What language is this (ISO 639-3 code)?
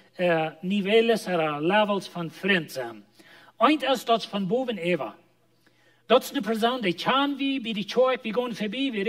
pdt